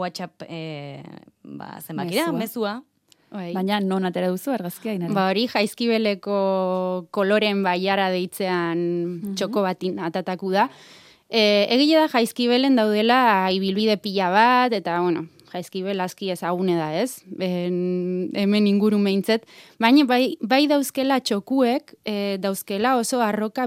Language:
Basque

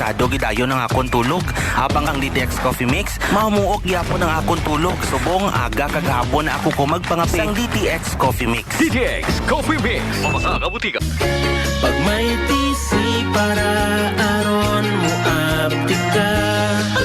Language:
Hiligaynon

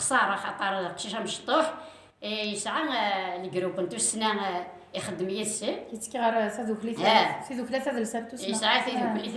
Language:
Kabyle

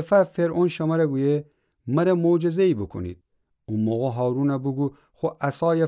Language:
Gilaki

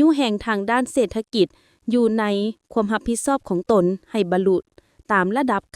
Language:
Lao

